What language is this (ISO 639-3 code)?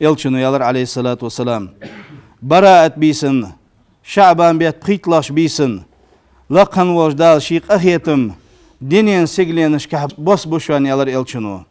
inh